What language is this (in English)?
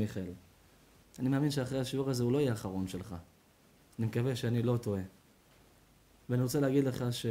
Hebrew